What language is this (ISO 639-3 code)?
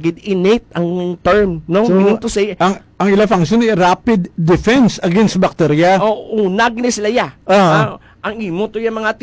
hil